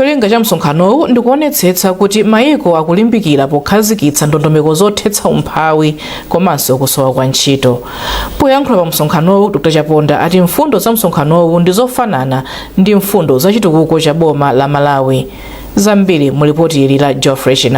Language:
Nyanja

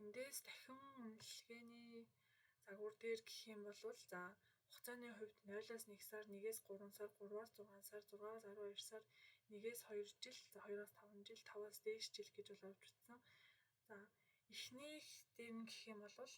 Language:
Mongolian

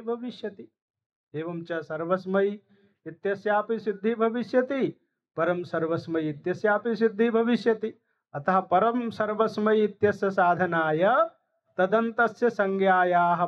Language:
Sanskrit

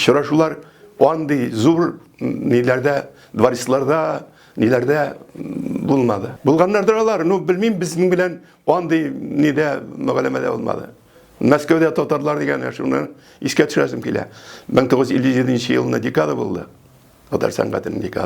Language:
Tatar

